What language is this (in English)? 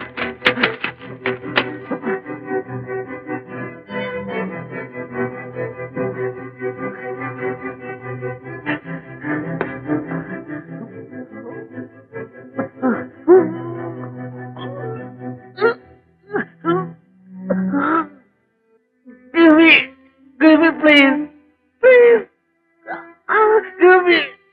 Malayalam